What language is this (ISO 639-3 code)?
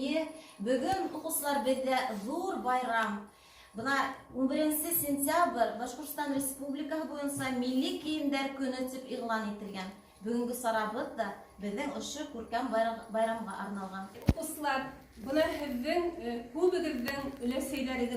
bak